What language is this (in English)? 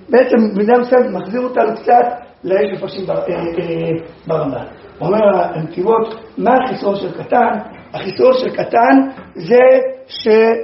Hebrew